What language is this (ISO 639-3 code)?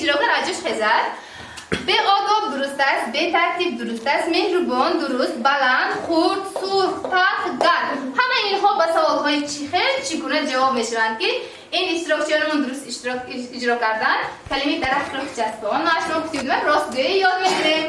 tgk